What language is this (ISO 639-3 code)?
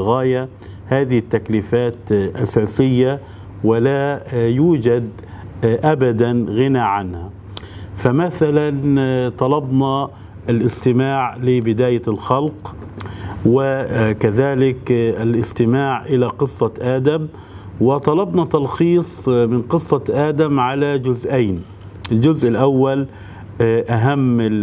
ara